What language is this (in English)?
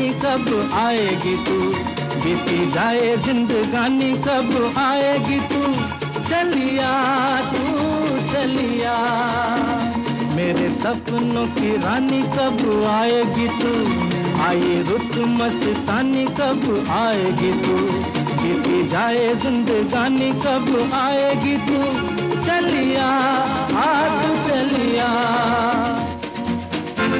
Hindi